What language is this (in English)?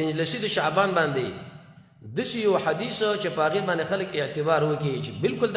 Pashto